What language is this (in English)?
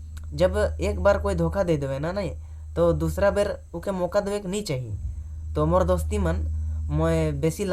Sadri